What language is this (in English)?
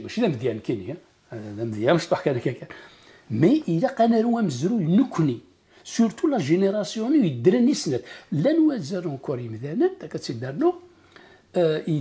Kabyle